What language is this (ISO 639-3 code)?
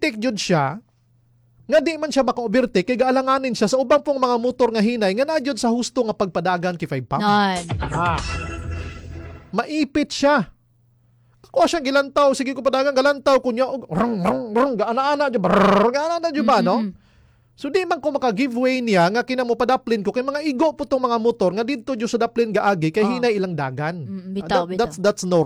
ceb